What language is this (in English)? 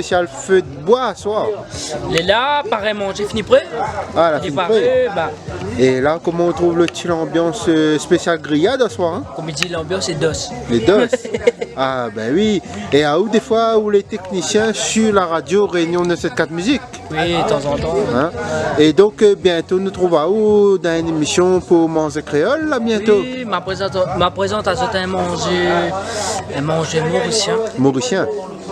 Réunion Creole French